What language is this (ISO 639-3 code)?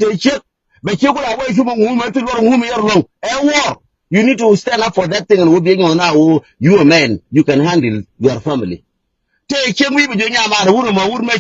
nus